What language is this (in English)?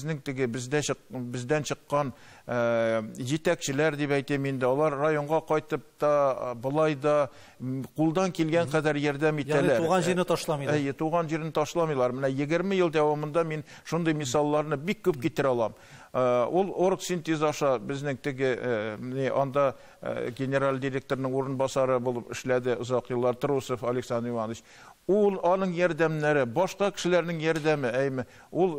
Tatar